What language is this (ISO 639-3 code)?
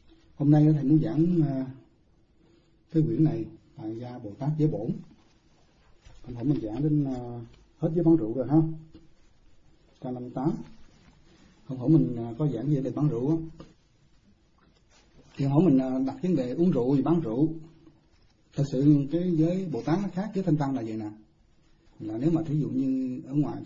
vie